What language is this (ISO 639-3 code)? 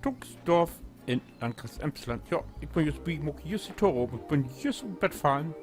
nds